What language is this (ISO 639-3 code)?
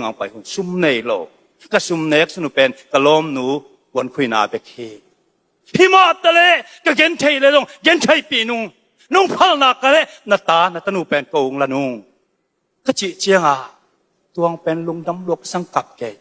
ctd